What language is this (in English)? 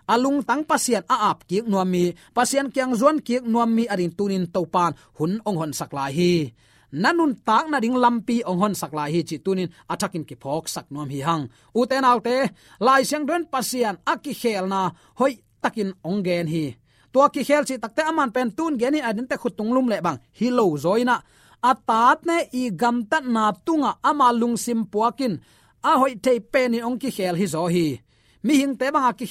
Tedim Chin